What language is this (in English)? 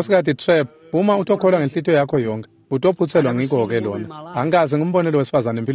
Swati